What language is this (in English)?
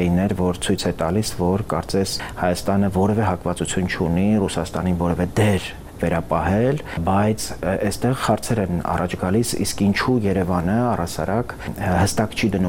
Armenian